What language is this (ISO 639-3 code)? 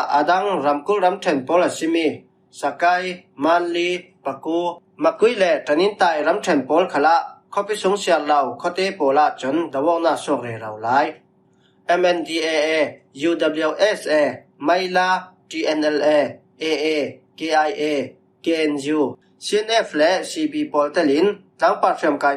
cfm